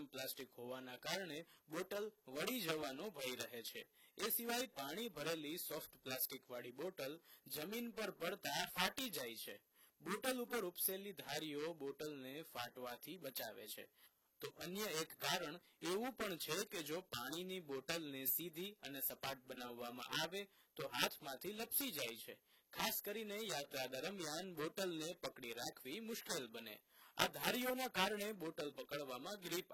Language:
Gujarati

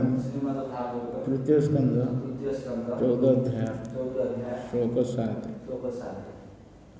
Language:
Odia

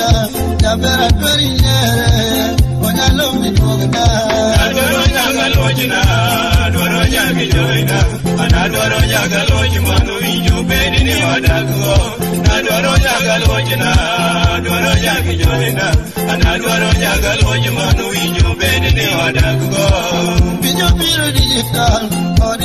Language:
Luo (Kenya and Tanzania)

